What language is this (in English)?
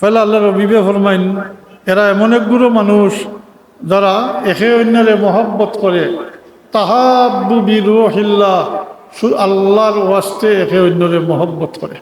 Sylheti